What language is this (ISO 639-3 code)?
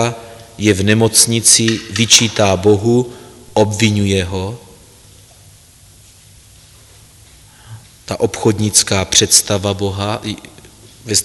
ces